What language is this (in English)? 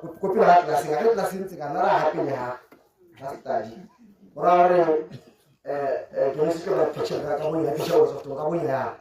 Tswana